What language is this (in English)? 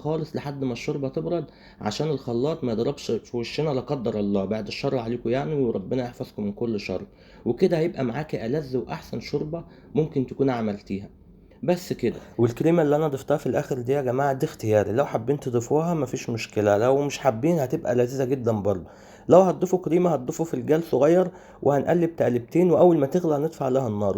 Egyptian Arabic